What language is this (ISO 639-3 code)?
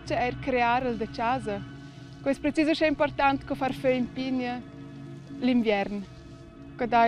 roh